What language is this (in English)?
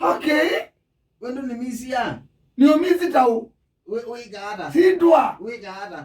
Kamba